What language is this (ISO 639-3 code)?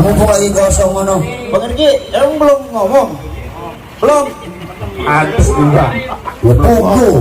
bew